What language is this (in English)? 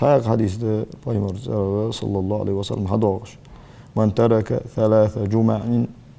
Ingush